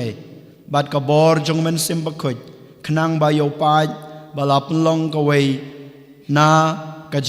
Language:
Khasi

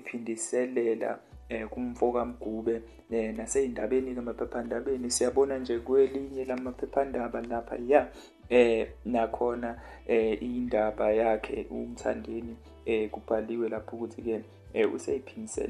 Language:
Zulu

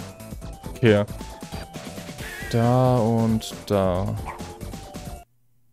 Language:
German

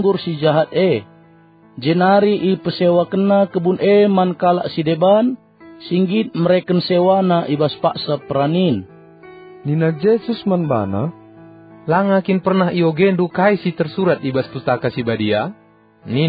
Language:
Batak Karo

